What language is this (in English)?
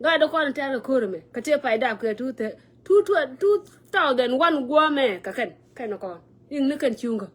Nuer